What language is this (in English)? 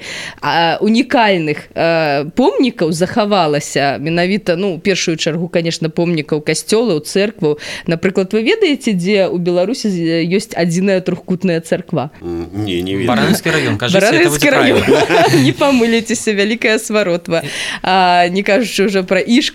Belarusian